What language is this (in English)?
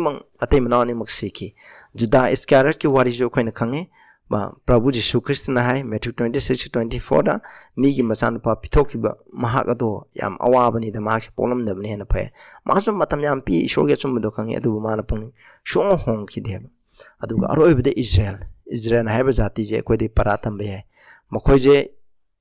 Manipuri